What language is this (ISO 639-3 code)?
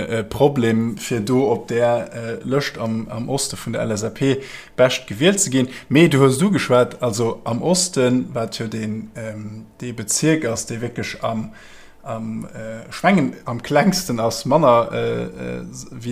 ltz